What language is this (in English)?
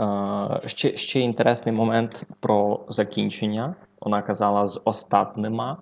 Rusyn